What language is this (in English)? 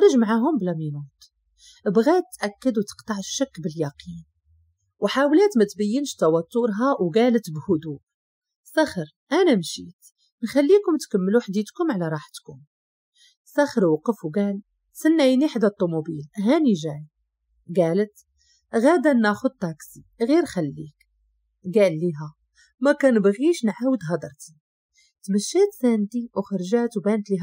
Moroccan Arabic